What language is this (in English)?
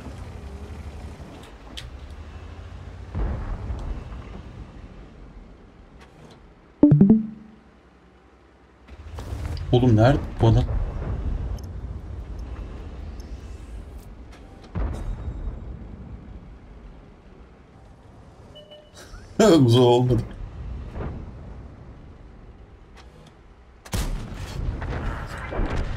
Turkish